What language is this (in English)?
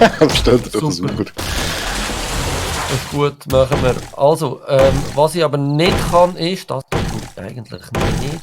Swiss German